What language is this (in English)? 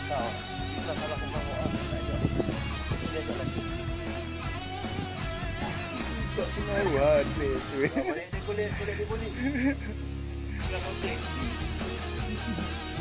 Malay